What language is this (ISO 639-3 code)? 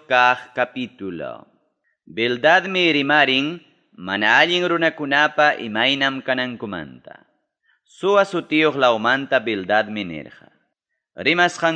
quy